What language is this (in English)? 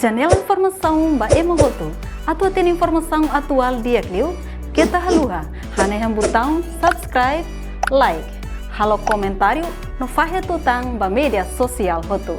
Tetum